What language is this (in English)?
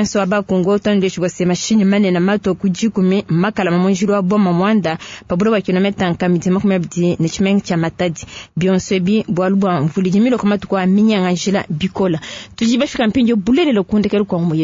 Luba-Lulua